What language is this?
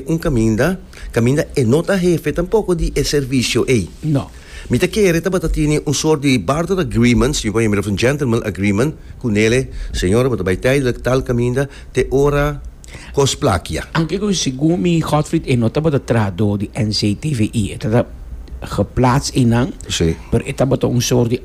Papiamento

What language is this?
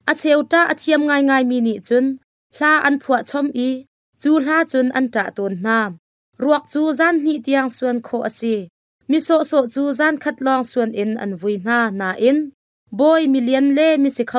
Hakha Chin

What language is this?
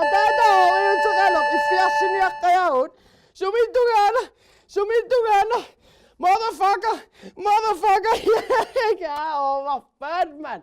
Kalaallisut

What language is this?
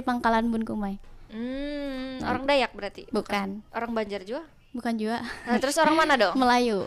Banjar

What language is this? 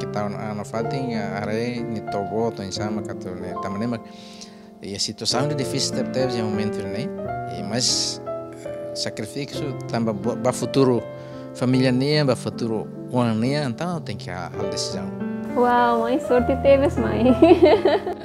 Tetum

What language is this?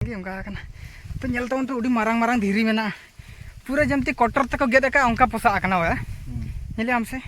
Santali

